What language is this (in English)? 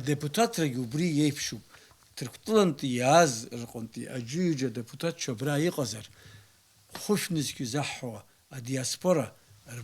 Abkhazian